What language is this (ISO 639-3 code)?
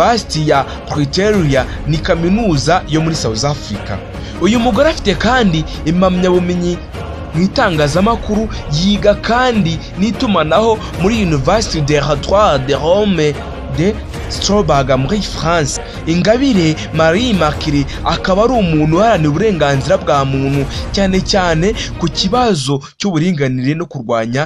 kin